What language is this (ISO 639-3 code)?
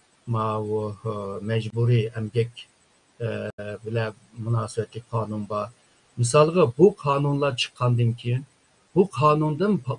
uig